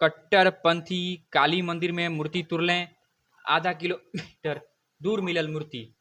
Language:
Bhojpuri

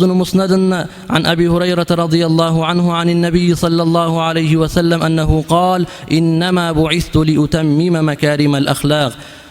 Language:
Kumyk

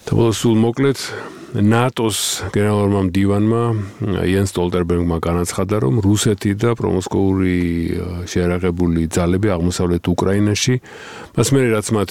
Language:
Georgian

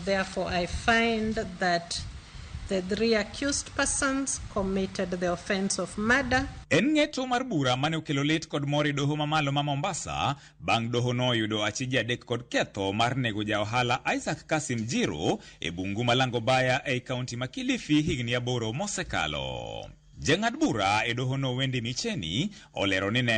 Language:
Luo (Kenya and Tanzania)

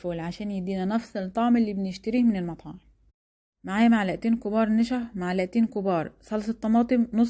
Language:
Egyptian Arabic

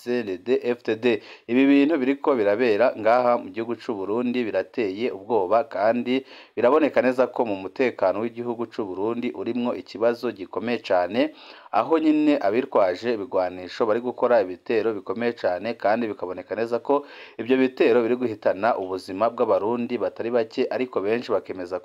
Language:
Rundi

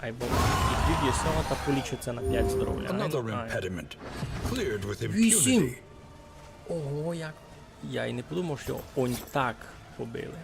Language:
Rusyn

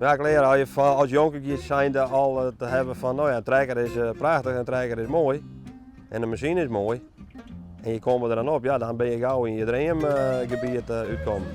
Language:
Western Frisian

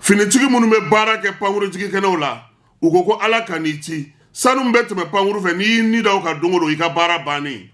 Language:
Bambara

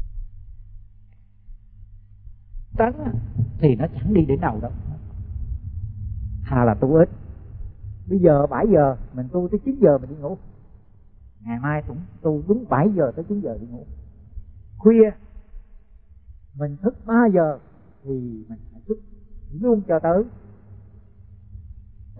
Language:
Vietnamese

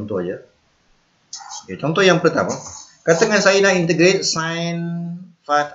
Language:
Malay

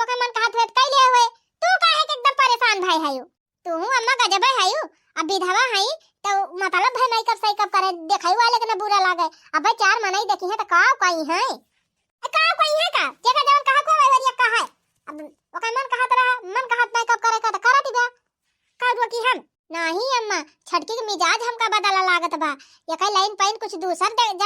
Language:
Awadhi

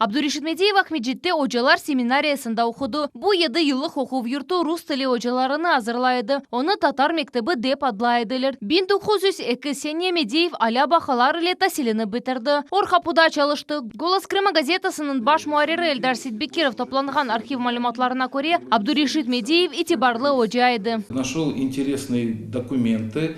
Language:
Crimean Tatar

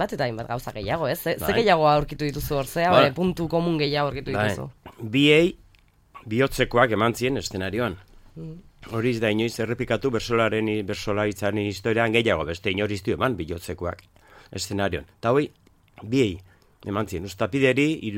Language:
Basque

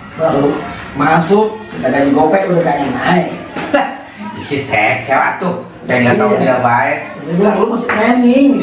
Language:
Betawi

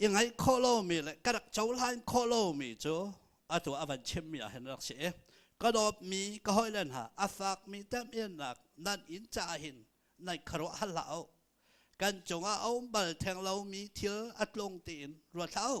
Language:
Hakha Chin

